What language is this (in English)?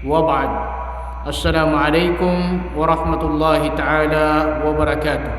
Maranao